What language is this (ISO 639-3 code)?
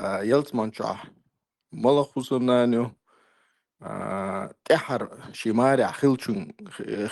che